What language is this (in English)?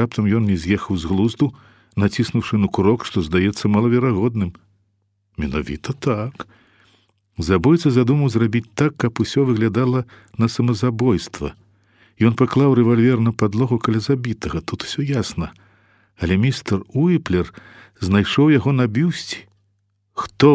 Belarusian